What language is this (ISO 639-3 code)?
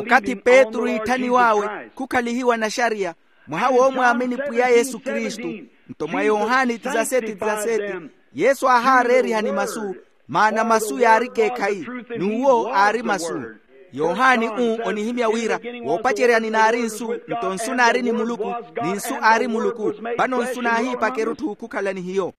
vmw